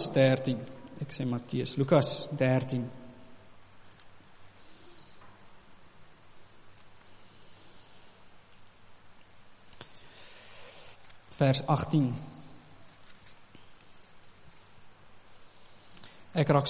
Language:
Afrikaans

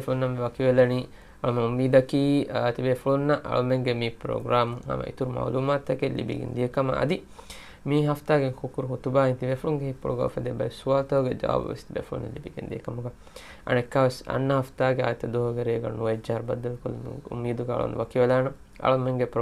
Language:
Divehi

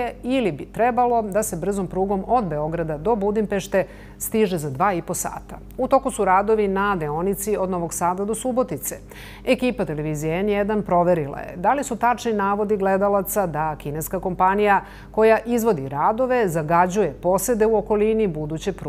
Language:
Serbian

